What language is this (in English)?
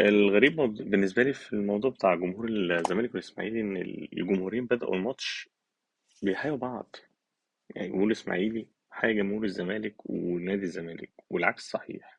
Egyptian Arabic